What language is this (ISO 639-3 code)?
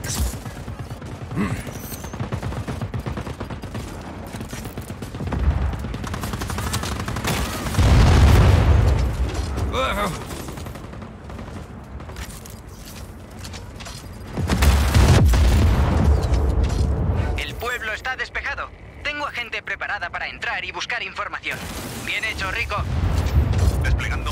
spa